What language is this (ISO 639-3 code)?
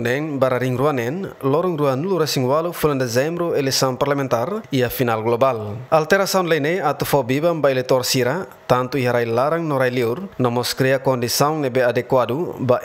tet